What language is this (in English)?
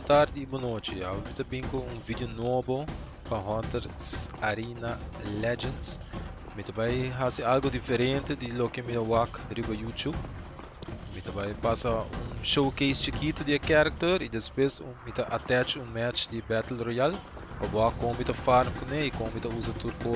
Papiamento